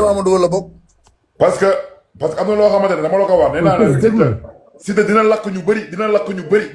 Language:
Wolof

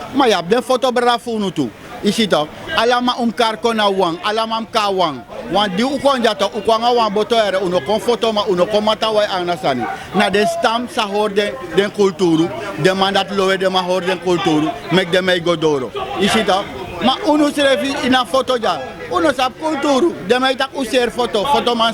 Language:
Sranan Tongo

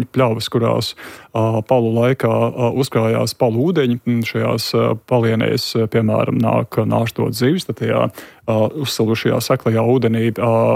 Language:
Latvian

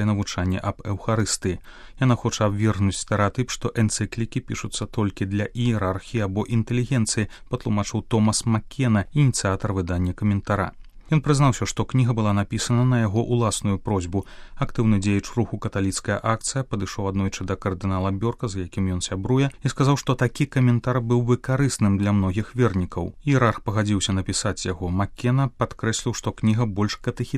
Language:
Belarusian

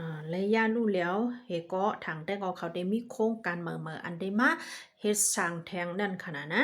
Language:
Shan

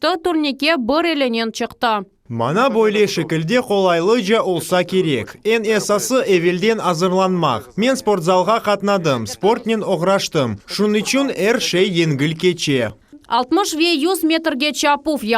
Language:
Crimean Tatar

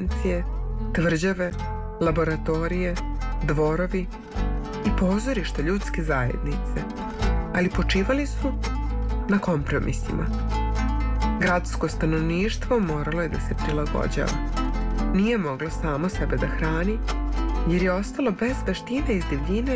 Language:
Serbian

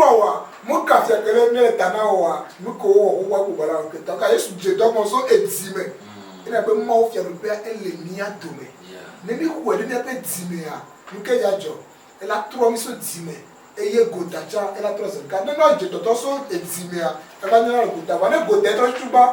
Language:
Ewe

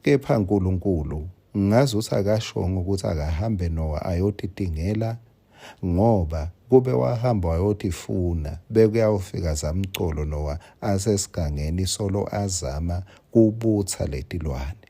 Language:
Swati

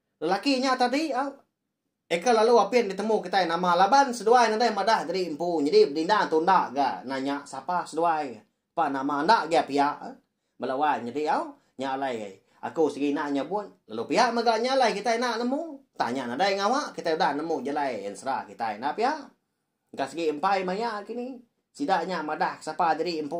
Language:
Iban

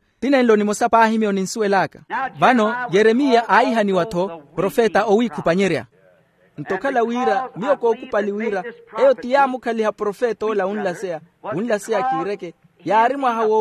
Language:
Makhuwa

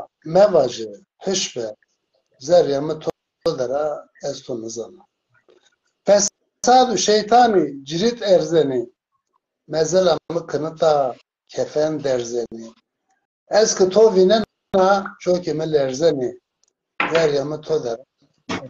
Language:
Zaza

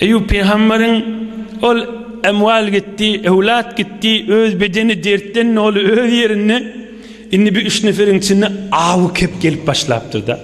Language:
Turkmen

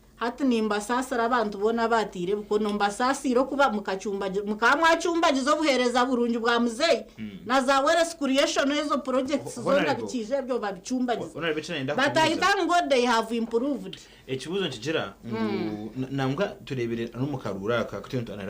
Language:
Nyankole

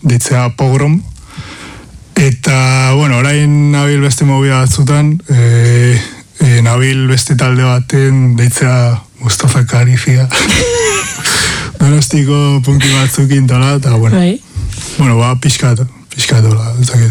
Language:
Basque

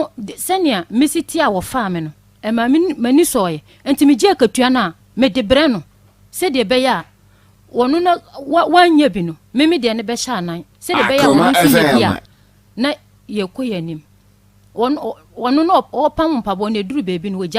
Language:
Akan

